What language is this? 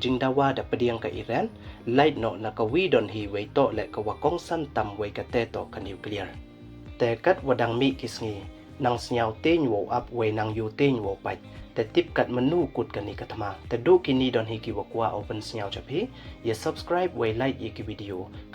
Pnar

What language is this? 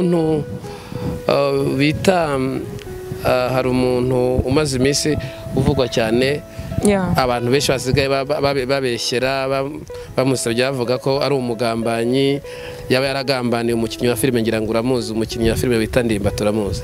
Kinyarwanda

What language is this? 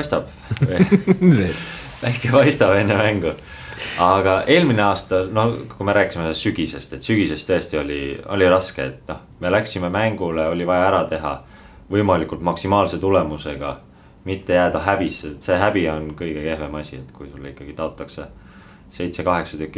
Estonian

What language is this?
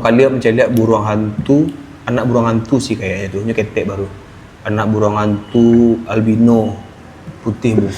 Minangkabau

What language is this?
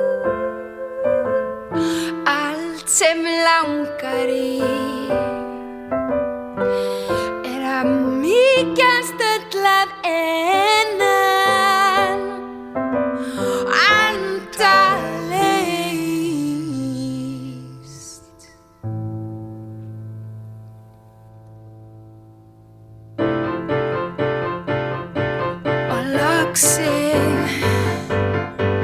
Icelandic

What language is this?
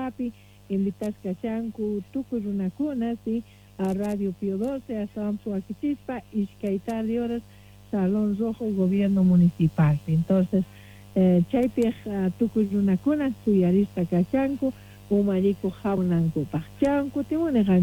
Quechua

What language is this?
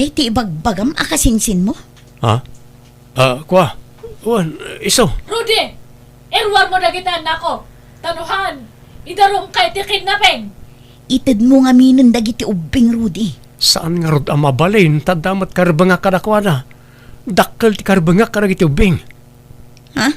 Iloko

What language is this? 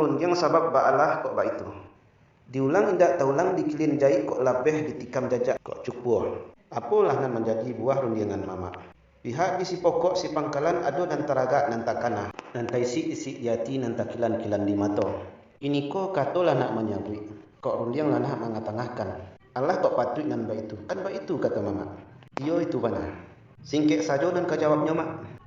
Minangkabau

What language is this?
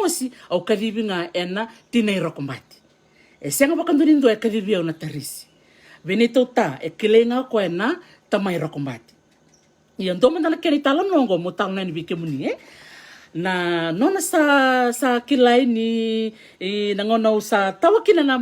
Fijian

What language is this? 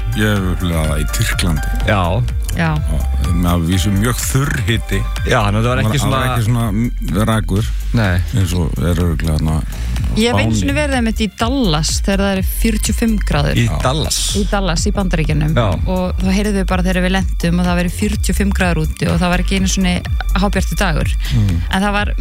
Icelandic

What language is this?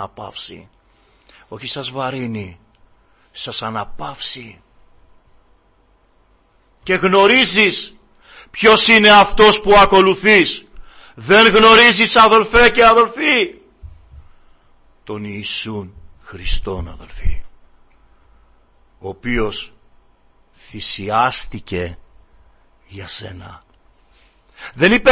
Greek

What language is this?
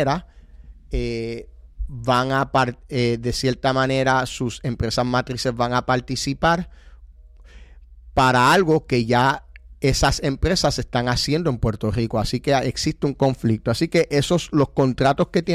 Spanish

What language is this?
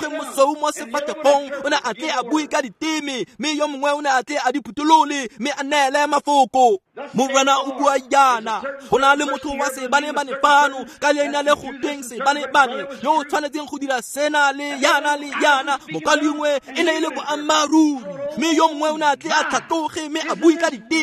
Tswana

